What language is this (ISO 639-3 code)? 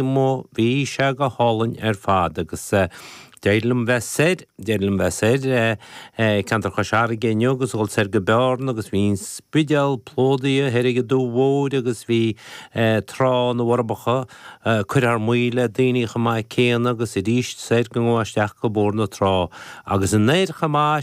gle